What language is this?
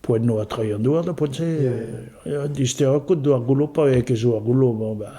Breton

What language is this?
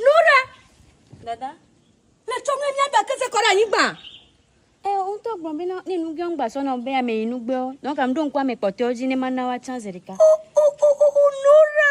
Ewe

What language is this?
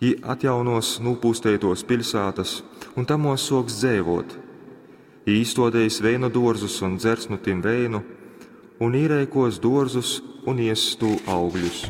Latgalian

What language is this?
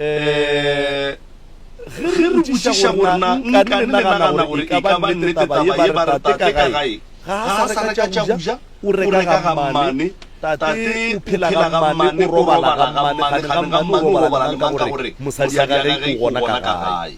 Northern Sotho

